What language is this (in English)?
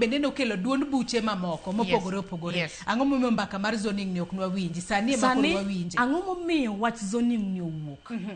Luo (Kenya and Tanzania)